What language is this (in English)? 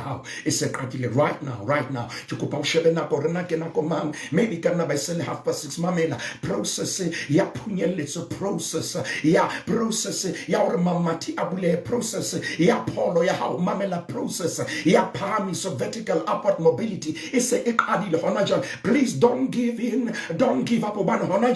Southern Sotho